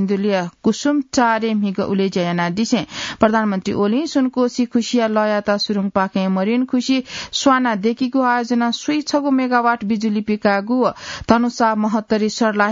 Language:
Newari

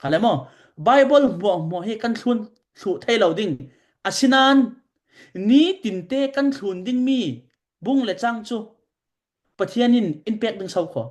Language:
Falam Chin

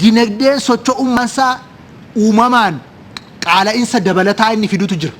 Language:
Oromo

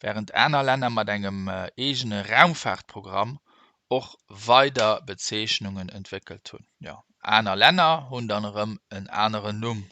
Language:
Luxembourgish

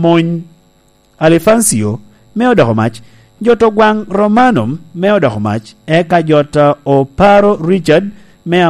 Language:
Lango (Uganda)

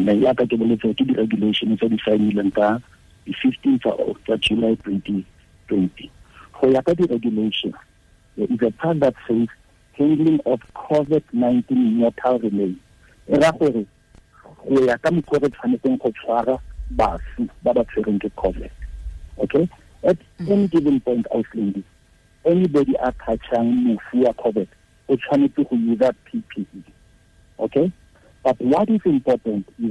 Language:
Tswana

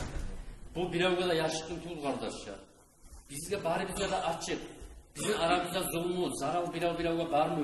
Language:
Kumyk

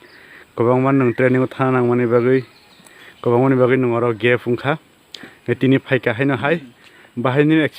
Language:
Kok Borok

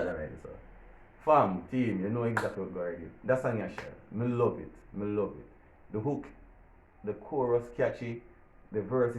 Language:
Jamaican Creole English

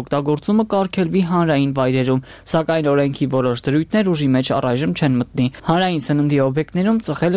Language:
Armenian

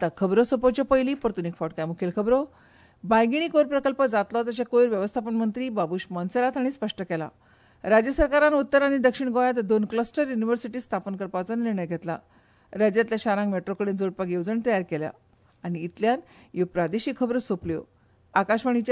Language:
Konkani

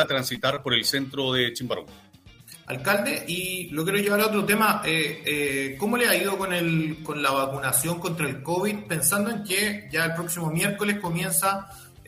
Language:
Spanish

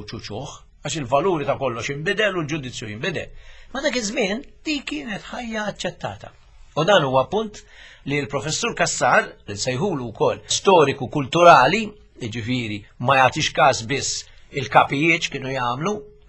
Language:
Maltese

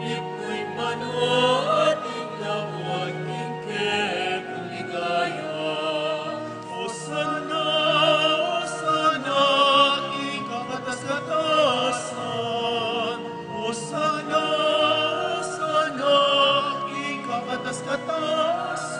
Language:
Pampanga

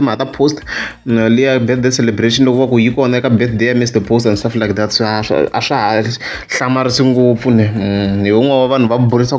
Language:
Tsonga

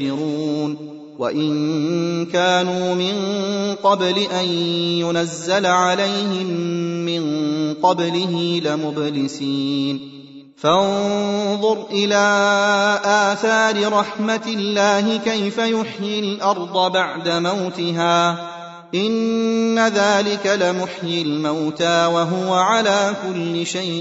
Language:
Arabic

